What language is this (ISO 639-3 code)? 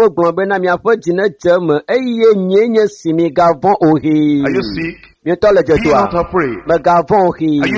ewe